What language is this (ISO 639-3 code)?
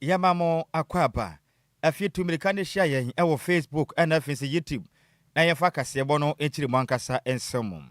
aka